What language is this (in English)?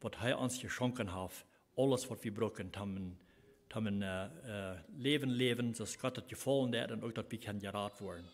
Plautdietsch